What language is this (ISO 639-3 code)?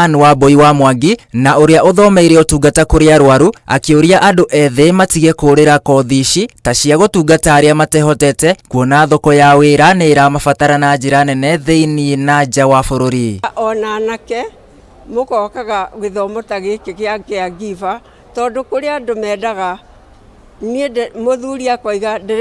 kik